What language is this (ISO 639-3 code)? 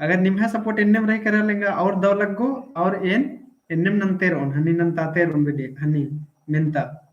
kru